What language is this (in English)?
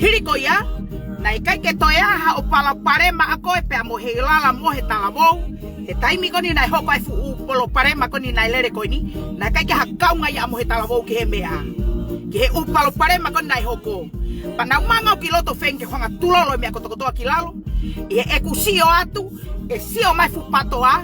Tongan